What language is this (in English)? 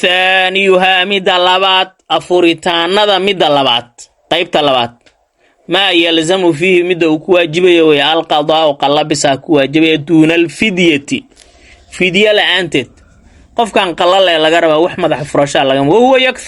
Somali